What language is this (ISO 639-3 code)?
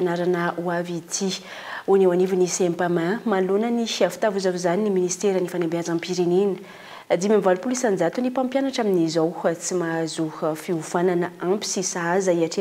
mlg